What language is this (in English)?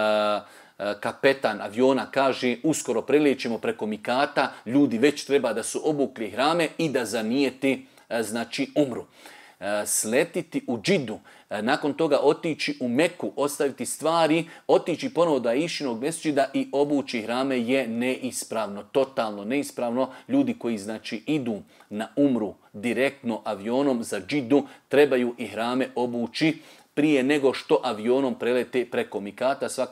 Bosnian